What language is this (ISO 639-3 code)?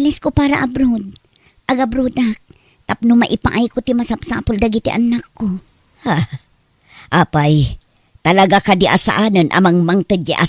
ilo